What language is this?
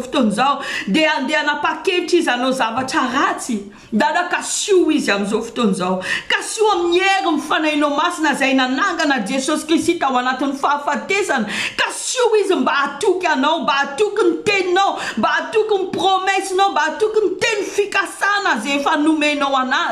Malagasy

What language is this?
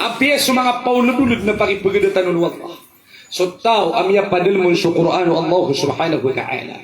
Maranao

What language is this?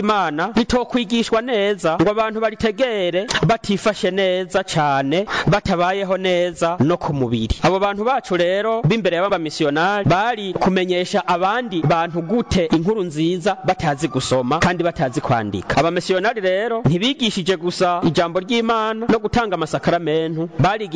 Rundi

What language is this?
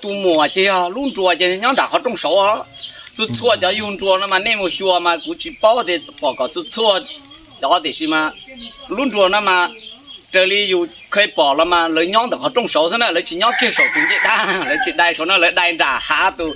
Hmong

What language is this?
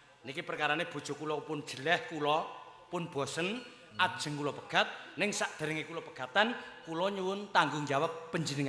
Javanese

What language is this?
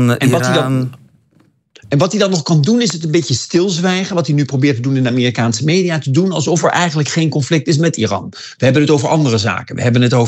Dutch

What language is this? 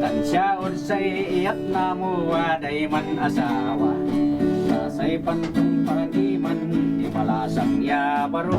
Kankanaey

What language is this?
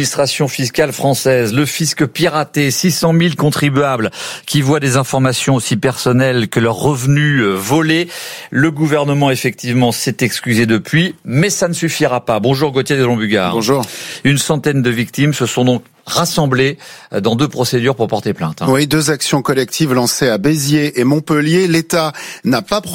French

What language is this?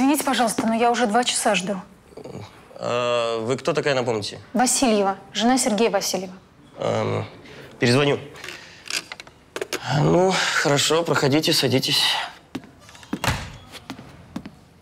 Russian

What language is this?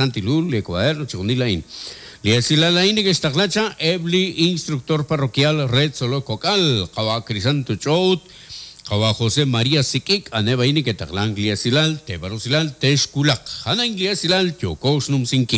Kekchí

